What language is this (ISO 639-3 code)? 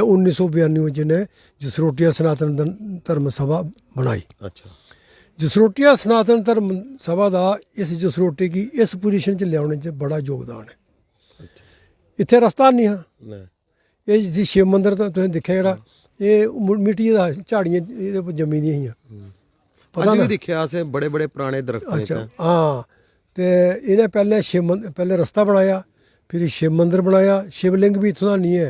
doi